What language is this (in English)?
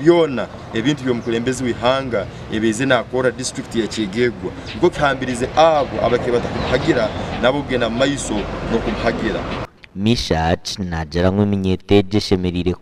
Nyankole